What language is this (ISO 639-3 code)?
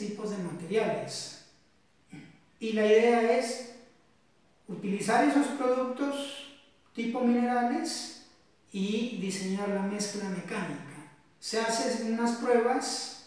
spa